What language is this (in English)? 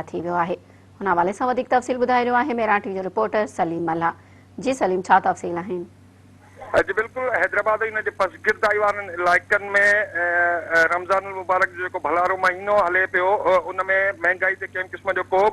Sindhi